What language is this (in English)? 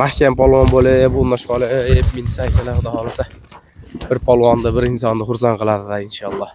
Uzbek